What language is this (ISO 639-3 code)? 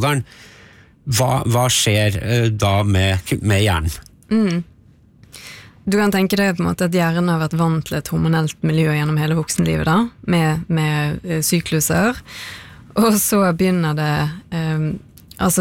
nor